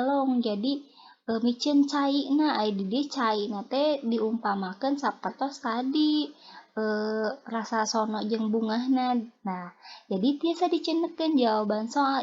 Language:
Sundanese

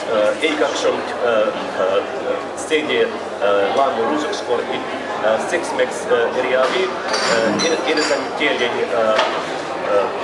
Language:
Erzya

